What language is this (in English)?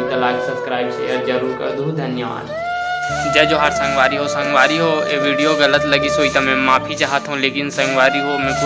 Chhattisgarhi